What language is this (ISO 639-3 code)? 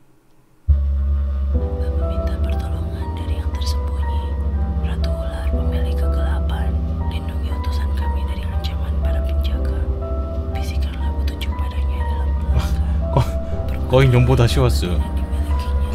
kor